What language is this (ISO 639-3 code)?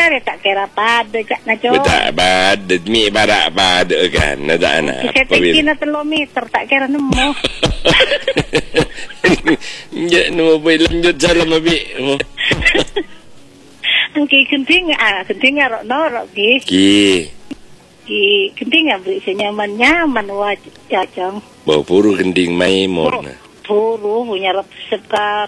mad